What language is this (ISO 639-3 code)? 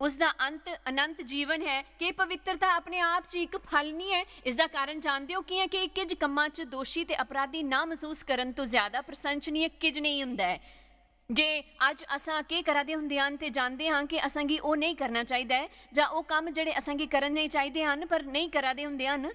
doi